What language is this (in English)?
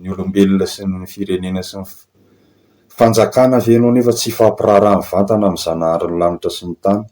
Malagasy